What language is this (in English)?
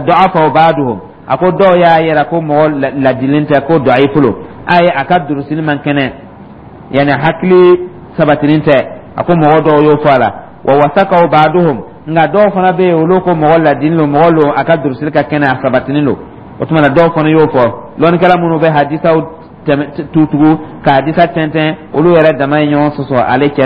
Dyula